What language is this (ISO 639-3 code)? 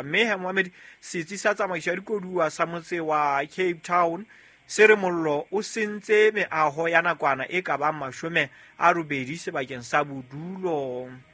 sot